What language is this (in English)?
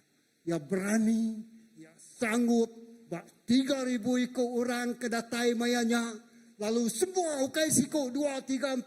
Iban